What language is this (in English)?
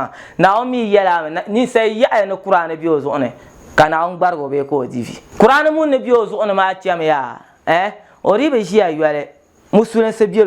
Dagbani